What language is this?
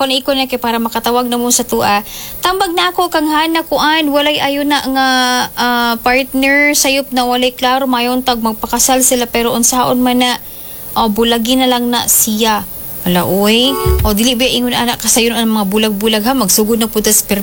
Cebuano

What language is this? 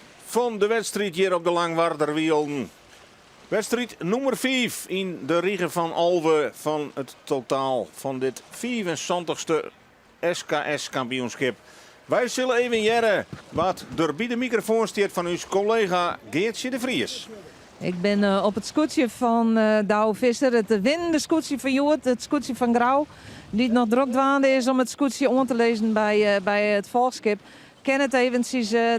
Western Frisian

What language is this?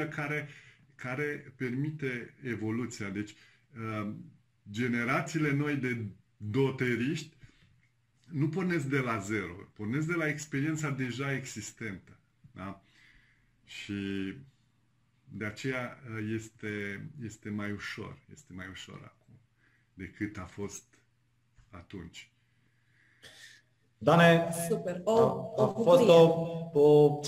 Romanian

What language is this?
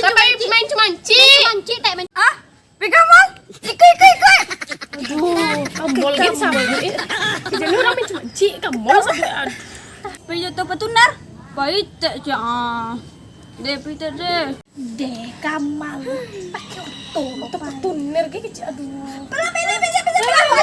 Minangkabau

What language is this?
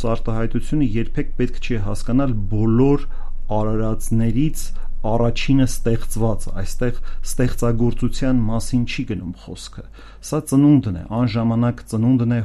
Armenian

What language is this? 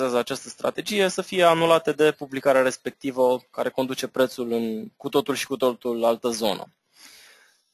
Romanian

